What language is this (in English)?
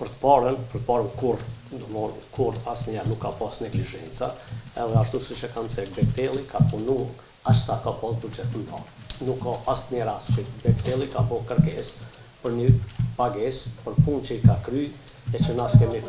Albanian